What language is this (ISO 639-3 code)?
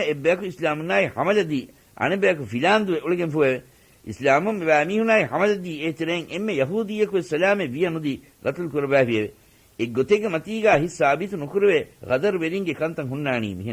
div